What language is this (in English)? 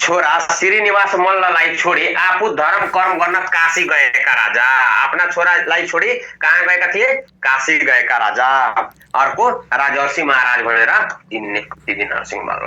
Nepali